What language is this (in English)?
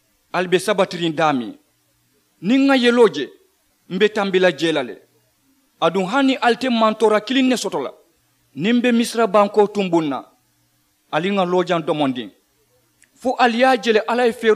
Mandingo